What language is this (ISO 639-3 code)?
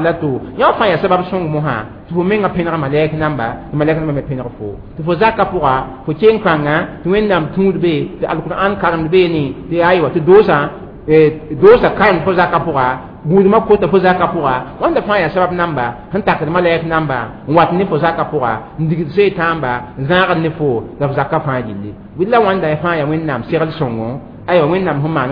mos